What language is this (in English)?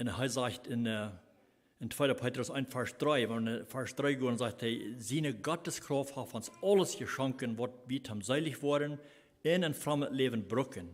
Plautdietsch